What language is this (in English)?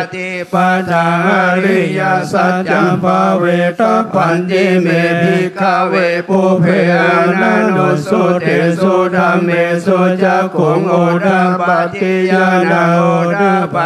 Pali